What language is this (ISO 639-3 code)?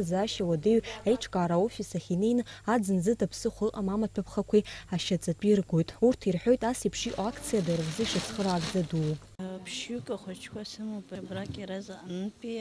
abk